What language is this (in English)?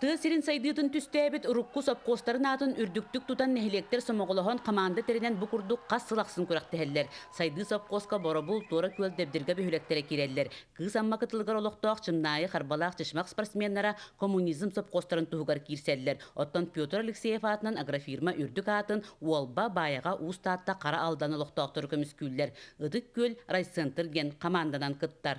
Yakut